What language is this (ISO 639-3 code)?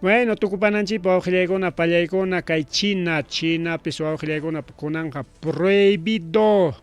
quy